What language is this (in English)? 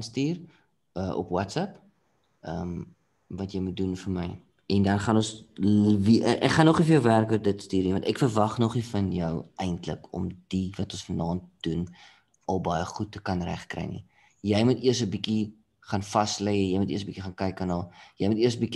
Afrikaans